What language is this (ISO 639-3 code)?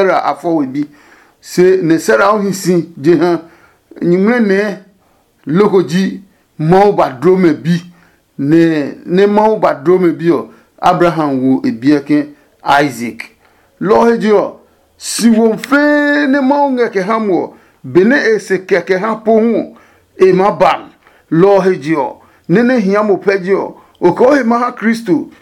ada